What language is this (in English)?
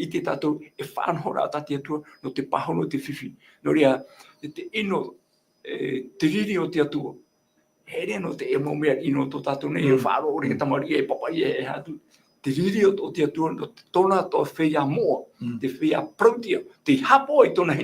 Tahitian